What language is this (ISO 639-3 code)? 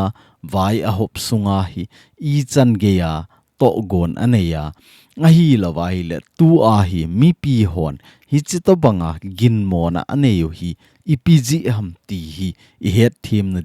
tcz